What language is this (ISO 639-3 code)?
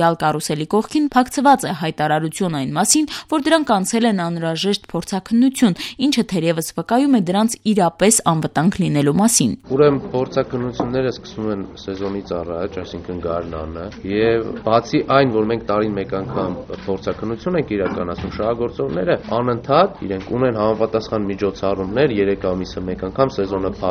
hye